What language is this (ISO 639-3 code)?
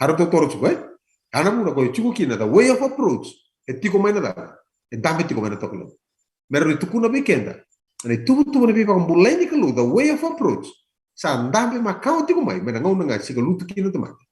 fij